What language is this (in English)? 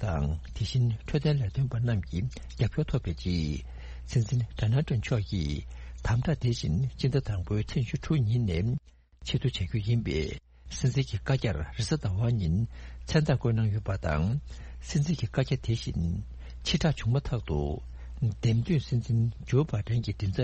Tibetan